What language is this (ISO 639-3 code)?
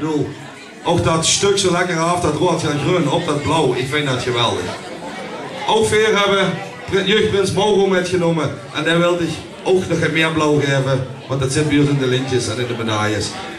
lim